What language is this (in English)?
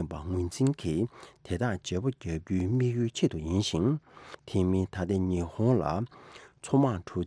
Tibetan